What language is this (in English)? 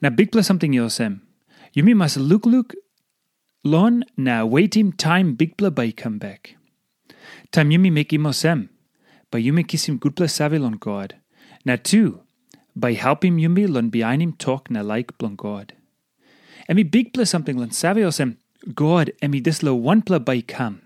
Tok Pisin